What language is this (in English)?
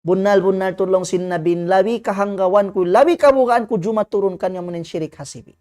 Tausug